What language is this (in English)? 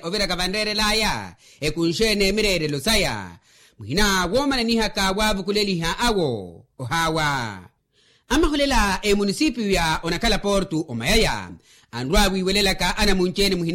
Makhuwa